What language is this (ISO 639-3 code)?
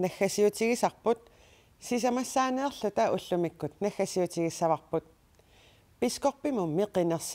kal